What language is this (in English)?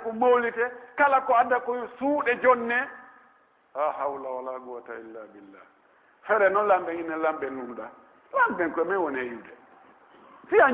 Pular